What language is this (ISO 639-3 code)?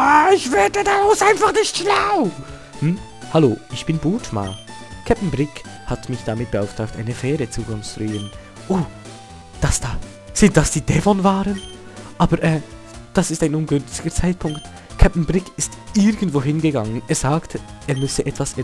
gsw